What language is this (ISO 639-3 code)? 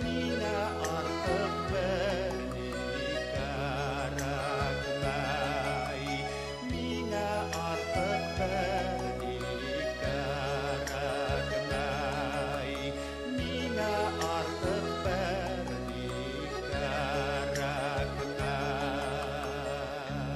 bak